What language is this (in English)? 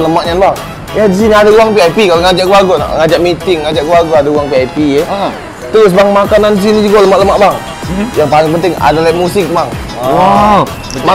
Musi